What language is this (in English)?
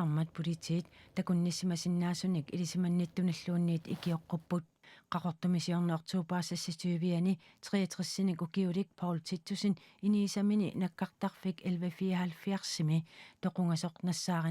Kalaallisut